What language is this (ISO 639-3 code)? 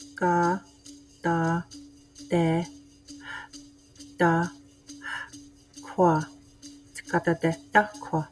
moh